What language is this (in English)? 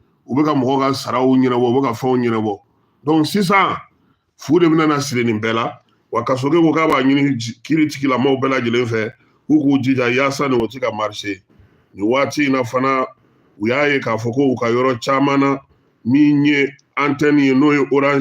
Bambara